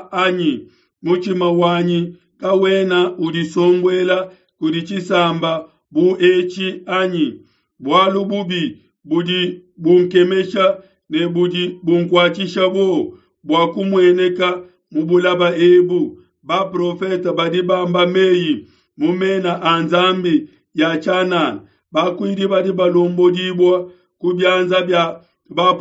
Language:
Luba-Lulua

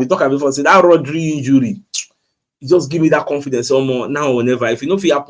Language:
Nigerian Pidgin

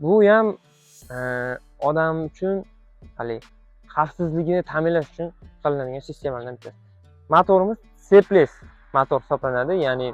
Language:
Uzbek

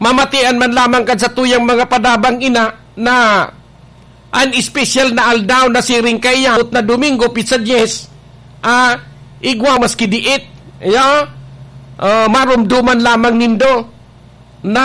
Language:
Bikol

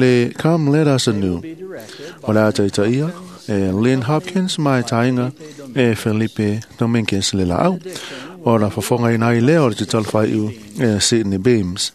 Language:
Samoan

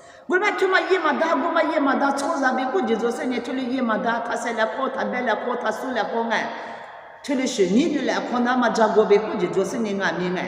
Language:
Lisu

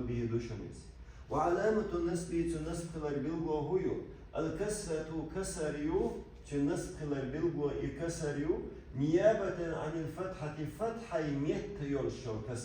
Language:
Chechen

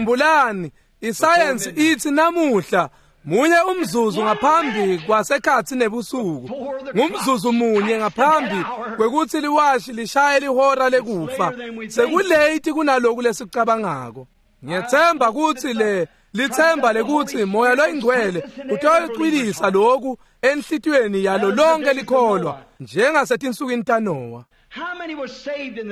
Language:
Swati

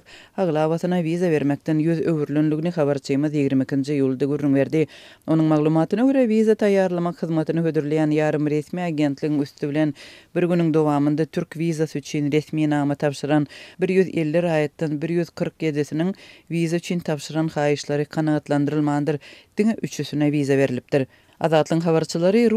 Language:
Turkmen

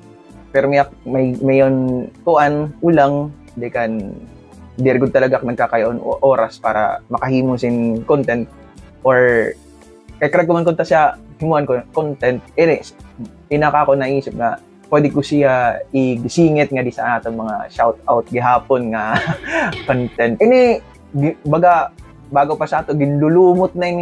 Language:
Waray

